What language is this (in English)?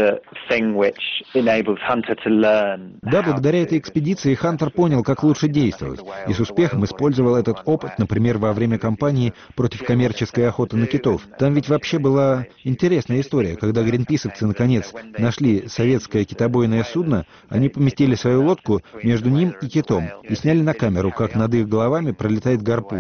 Russian